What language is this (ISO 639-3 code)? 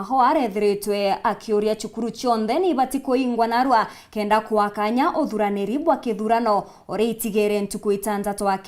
mer